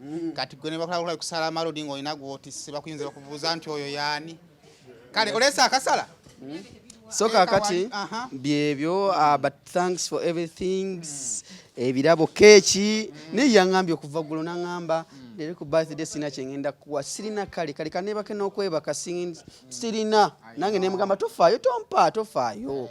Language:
Ganda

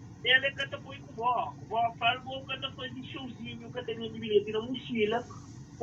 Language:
Kabuverdianu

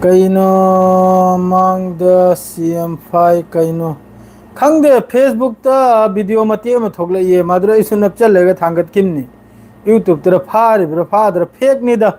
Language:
Manipuri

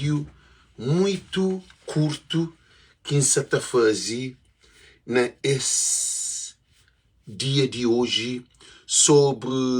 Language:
Kabuverdianu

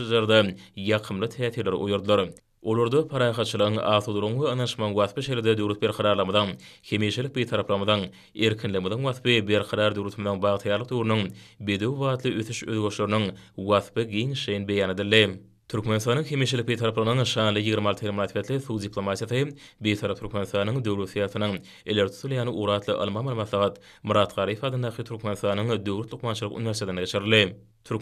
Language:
Turkmen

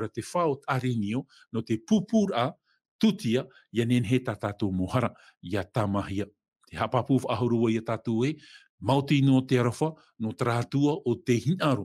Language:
Tahitian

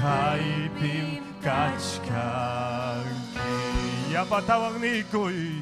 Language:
Ayacucho Quechua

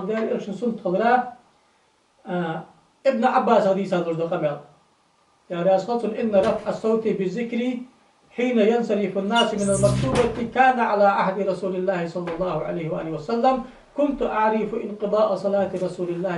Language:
Ingush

